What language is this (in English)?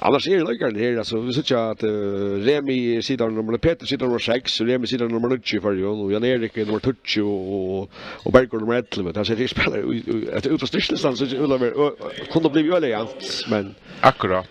Faroese